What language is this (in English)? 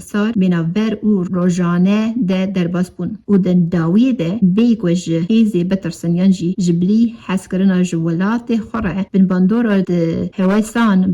Kurdish